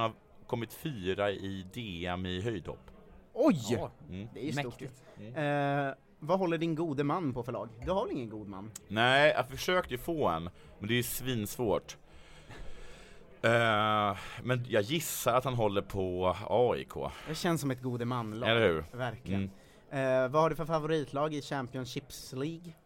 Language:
Swedish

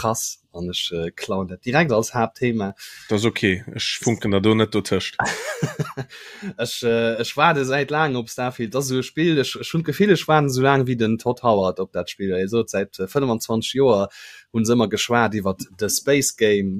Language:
Luxembourgish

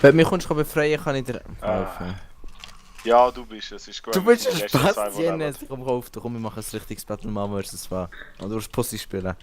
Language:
Swiss German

